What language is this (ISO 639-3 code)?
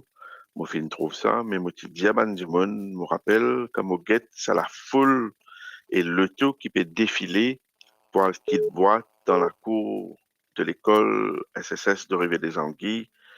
mfe